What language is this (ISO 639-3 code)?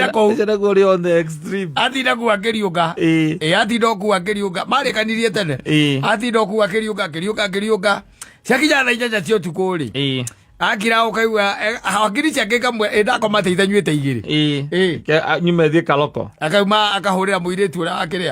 kik